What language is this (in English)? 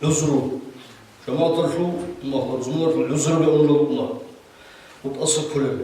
Avaric